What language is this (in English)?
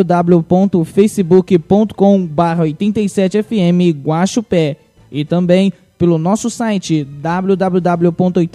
Portuguese